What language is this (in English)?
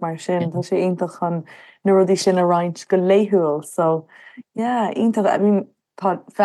Irish